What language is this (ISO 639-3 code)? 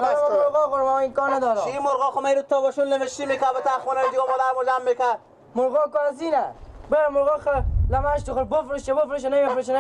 fas